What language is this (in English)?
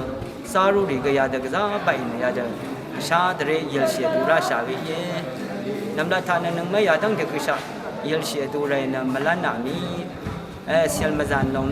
Rawang